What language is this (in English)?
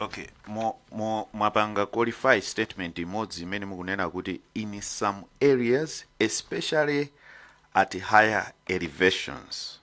Nyanja